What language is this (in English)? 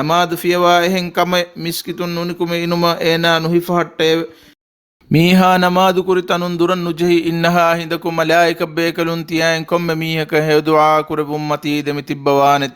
Divehi